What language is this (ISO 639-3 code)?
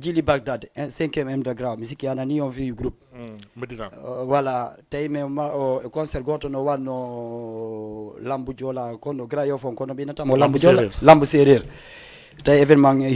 ful